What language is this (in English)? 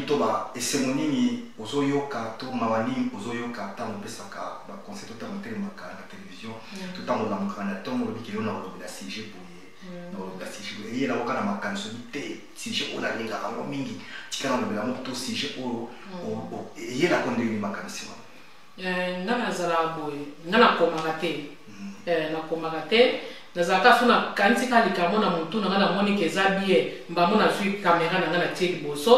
Lingala